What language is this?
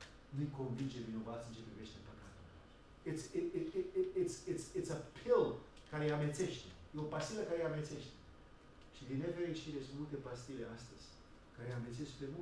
Romanian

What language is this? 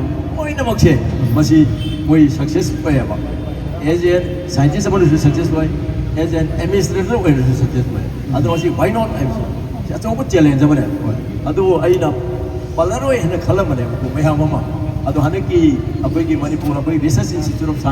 Manipuri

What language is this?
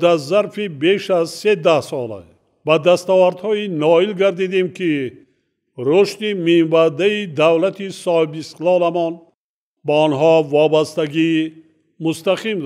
Tajik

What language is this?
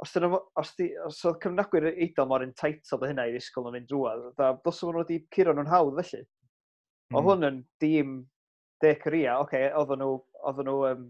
Welsh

